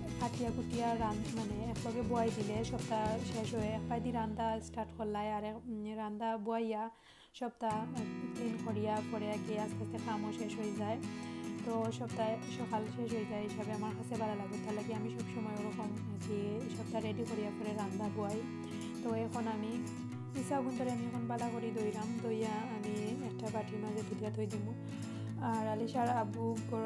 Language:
Sylheti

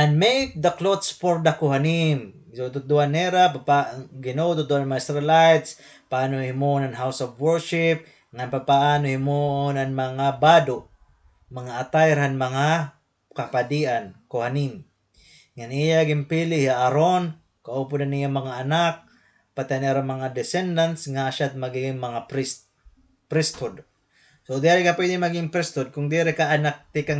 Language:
Waray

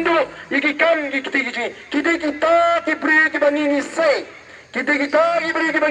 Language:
Khasi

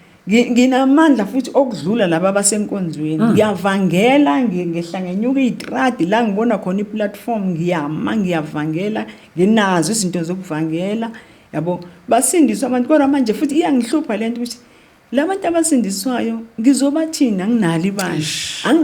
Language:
Zulu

